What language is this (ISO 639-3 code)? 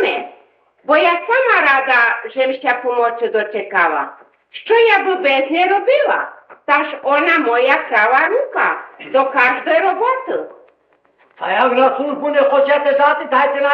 rue